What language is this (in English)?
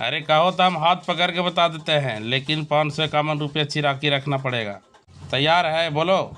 Magahi